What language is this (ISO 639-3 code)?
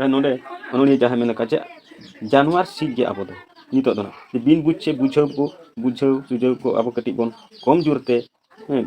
sat